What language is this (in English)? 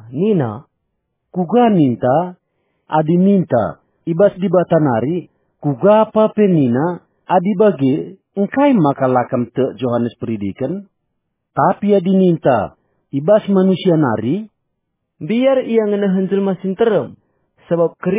Batak Karo